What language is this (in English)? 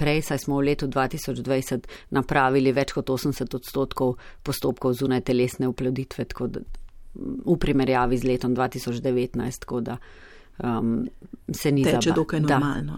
Slovenian